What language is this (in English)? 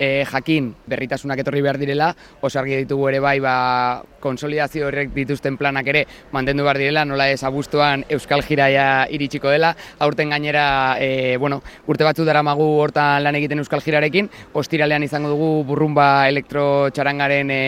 Basque